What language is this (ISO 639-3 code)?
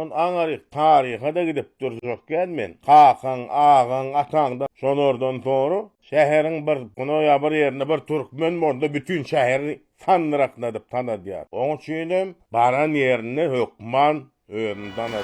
tuk